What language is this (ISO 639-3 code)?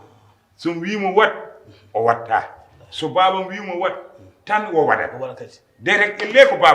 ful